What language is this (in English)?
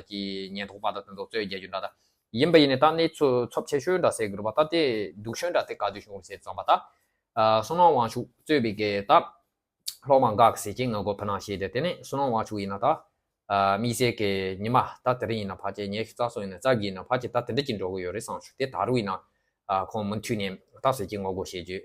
Tibetan